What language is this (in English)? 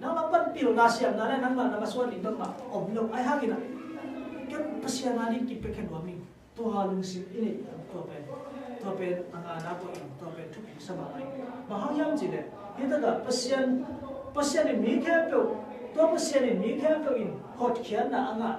Tedim Chin